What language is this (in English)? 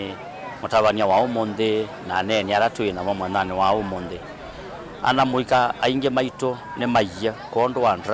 Kamba